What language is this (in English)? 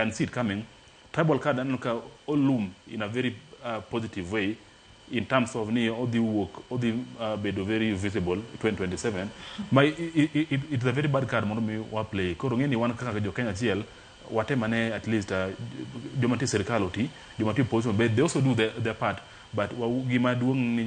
Luo (Kenya and Tanzania)